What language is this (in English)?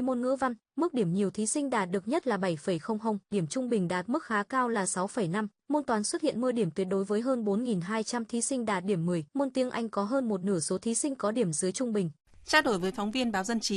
Vietnamese